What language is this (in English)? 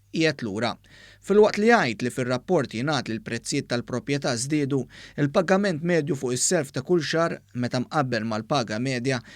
Maltese